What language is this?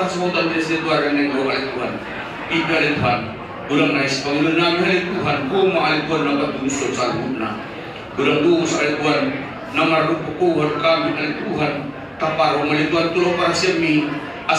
Batak Toba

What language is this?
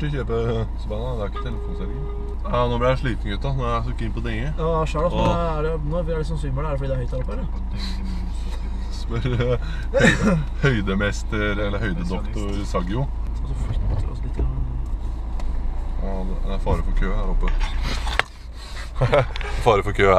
Norwegian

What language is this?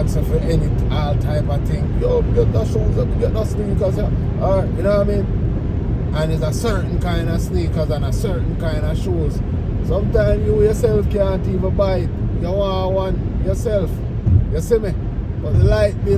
Jamaican Creole English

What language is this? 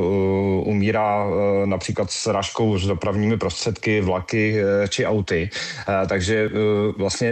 Czech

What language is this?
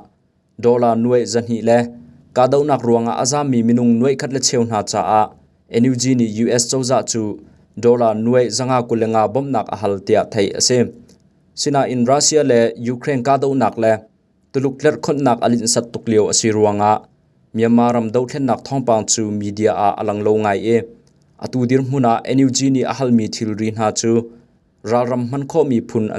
Hakha Chin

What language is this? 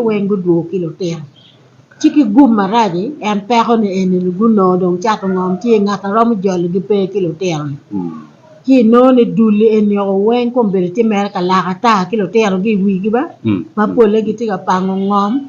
Acoli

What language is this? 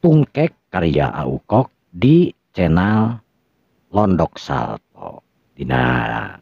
Sundanese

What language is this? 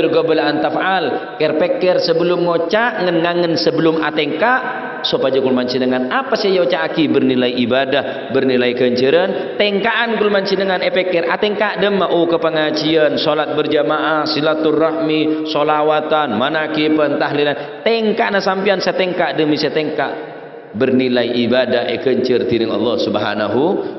Madurese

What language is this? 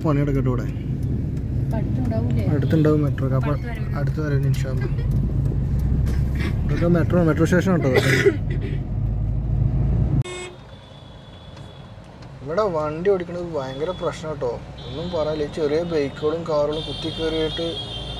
Malayalam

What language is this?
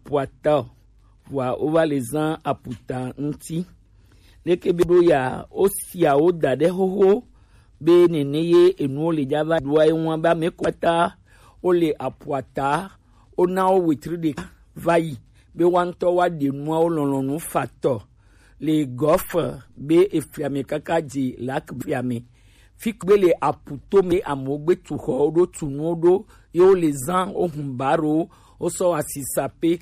Gen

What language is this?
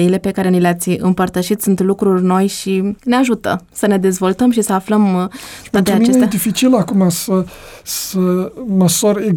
Romanian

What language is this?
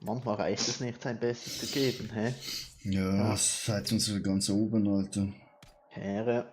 Swiss German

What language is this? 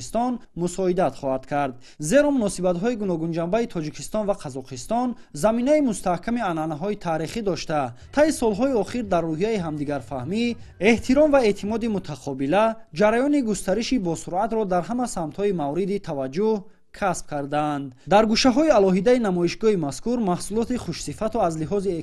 Tajik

